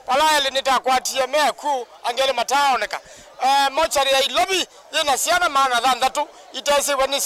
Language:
Kamba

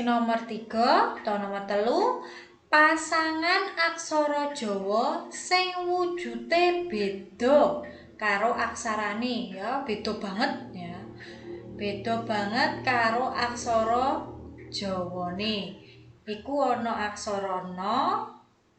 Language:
Javanese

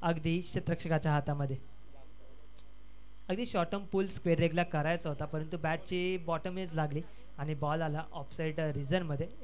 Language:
Marathi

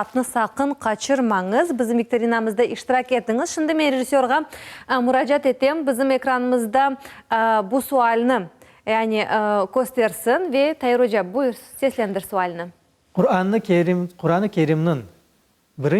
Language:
Crimean Tatar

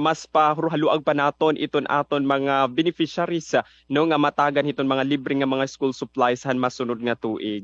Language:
Waray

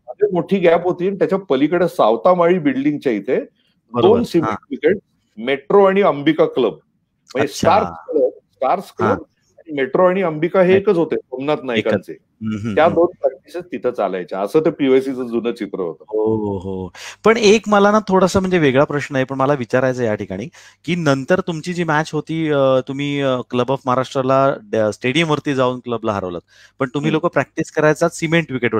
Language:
Marathi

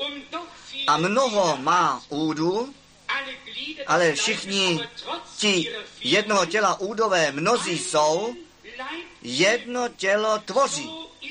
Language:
Czech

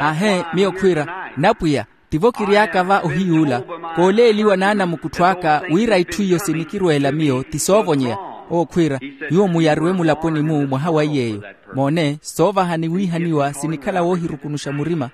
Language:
Makhuwa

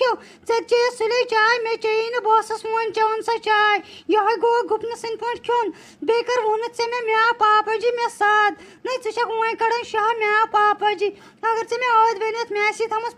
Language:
Kashmiri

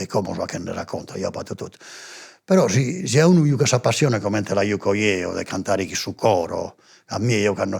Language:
Sardinian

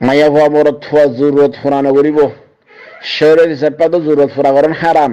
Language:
Rohingya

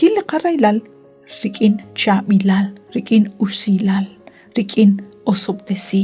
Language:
Kekchí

